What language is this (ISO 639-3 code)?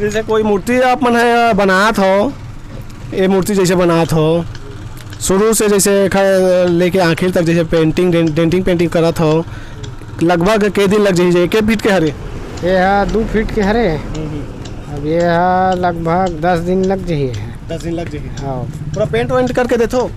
hne